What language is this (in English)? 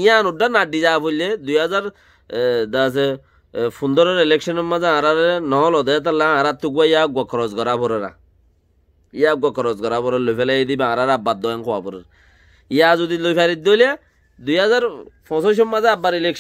Rohingya